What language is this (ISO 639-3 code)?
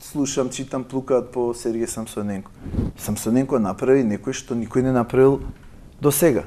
mkd